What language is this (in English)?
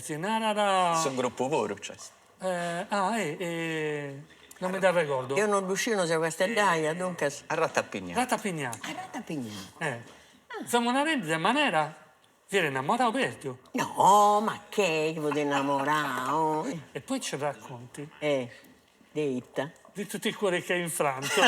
Sardinian